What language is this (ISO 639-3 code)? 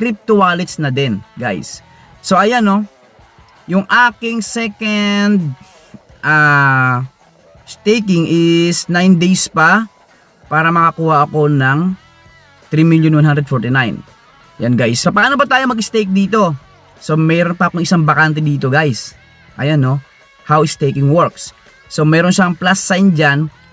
fil